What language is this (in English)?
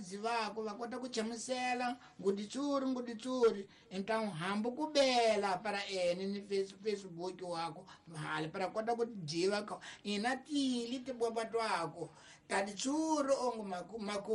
Tsonga